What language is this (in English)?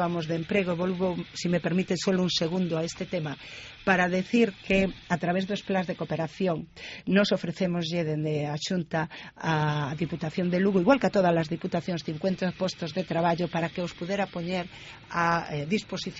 Galician